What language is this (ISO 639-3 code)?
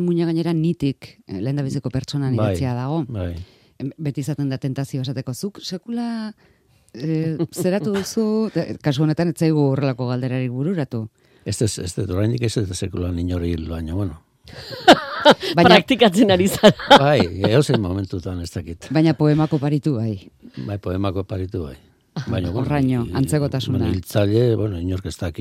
eus